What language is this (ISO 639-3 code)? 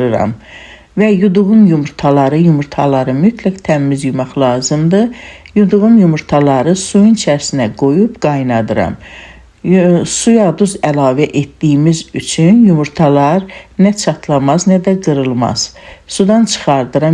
aze